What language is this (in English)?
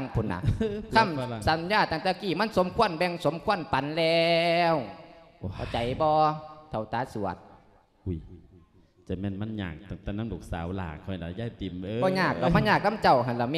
Lao